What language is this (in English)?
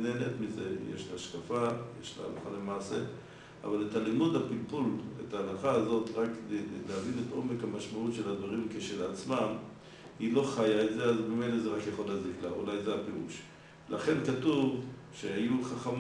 Hebrew